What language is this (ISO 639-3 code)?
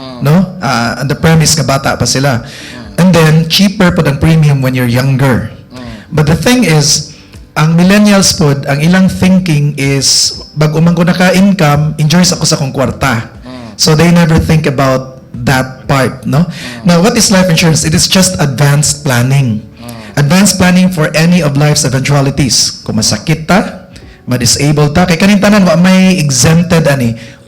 ceb